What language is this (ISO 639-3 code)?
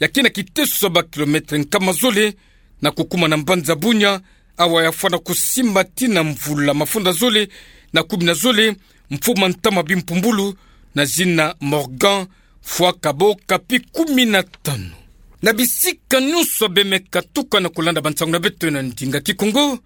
ktu